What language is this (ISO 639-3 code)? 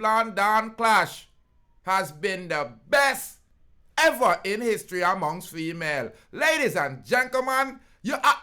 jam